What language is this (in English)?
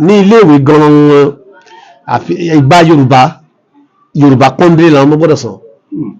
Yoruba